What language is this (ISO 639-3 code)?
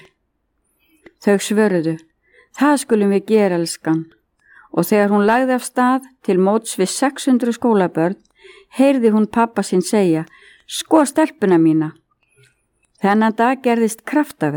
isl